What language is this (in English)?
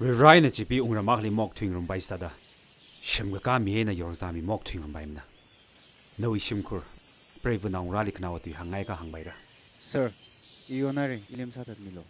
Tangkhul Naga (India)